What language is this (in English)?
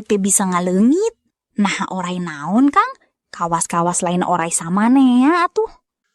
Sundanese